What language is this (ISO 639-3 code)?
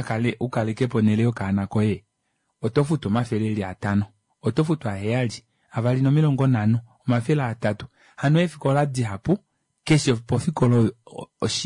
kua